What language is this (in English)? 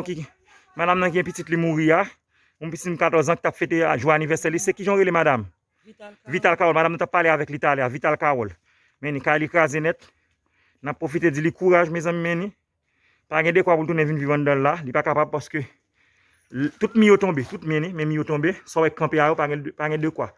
Haitian Creole